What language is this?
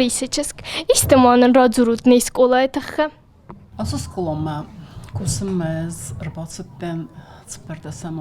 Ossetic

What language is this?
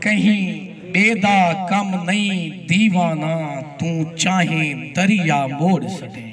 Saraiki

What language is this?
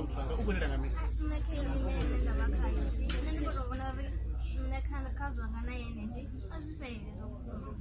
Venda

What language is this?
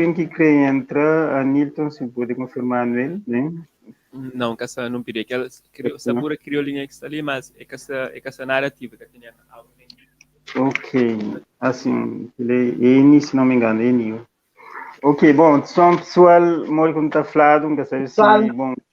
Kabuverdianu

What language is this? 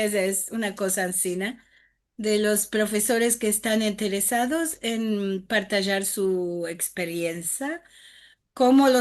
Ladino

